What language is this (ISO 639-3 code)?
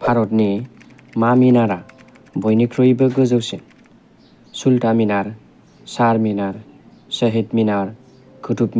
brx